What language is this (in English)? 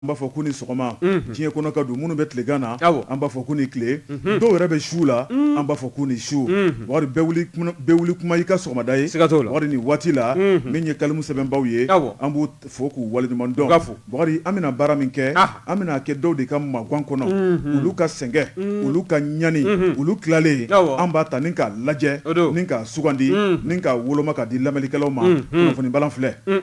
Bambara